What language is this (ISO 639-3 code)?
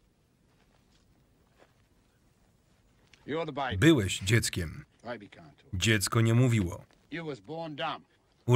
pol